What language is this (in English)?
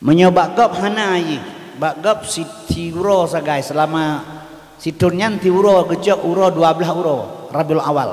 Achinese